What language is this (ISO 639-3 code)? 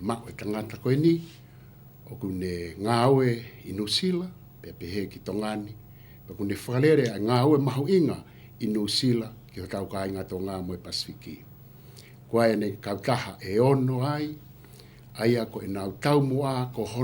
ton